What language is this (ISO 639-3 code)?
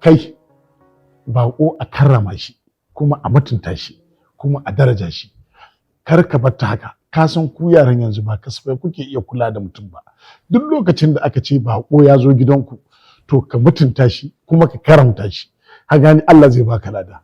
hau